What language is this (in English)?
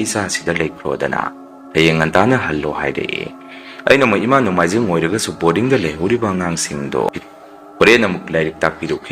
Manipuri